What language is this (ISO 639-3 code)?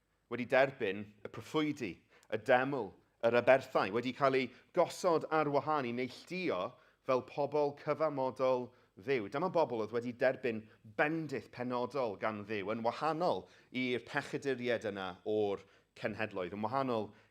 cym